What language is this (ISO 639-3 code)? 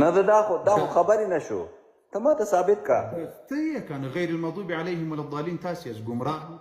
pus